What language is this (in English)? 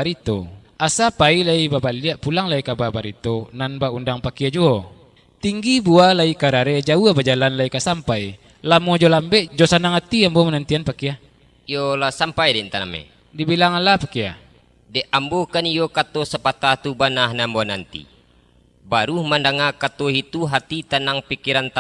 Minangkabau